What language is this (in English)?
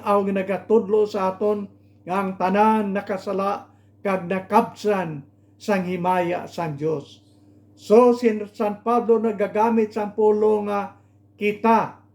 Hiligaynon